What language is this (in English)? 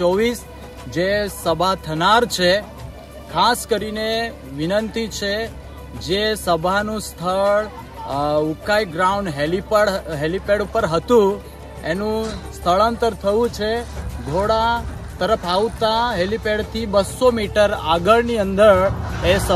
Gujarati